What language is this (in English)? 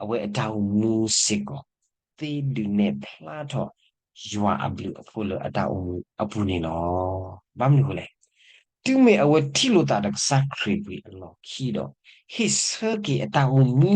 S'gaw Karen